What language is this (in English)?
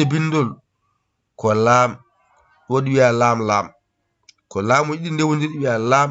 Fula